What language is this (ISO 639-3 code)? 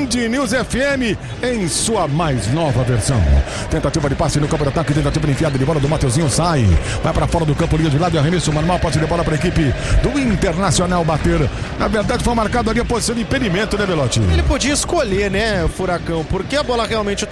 por